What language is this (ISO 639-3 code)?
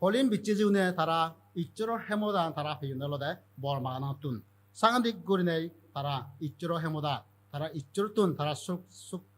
ccp